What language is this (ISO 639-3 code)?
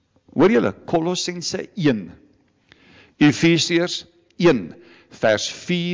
afr